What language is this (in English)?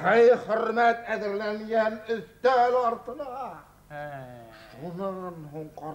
Bashkir